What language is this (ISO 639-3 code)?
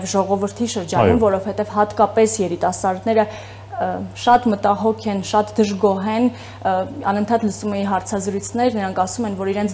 hye